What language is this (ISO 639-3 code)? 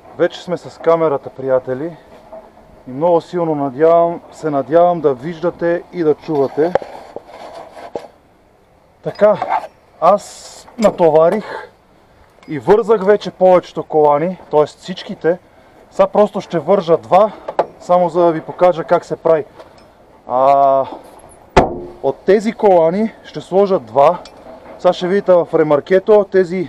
bul